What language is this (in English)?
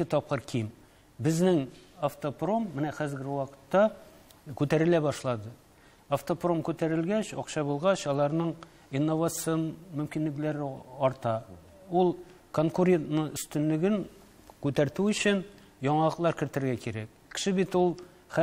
Tatar